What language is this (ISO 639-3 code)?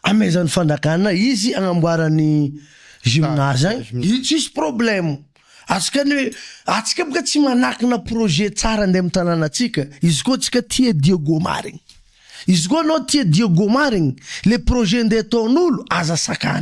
mlg